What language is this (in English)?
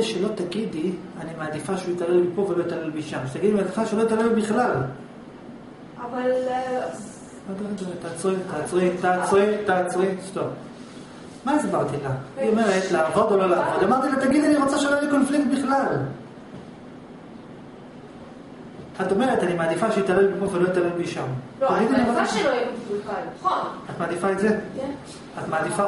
Hebrew